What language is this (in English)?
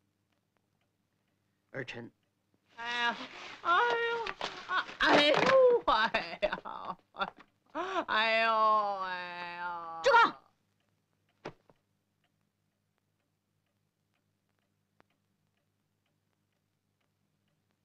Chinese